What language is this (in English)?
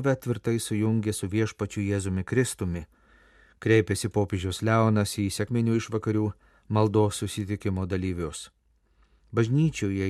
Lithuanian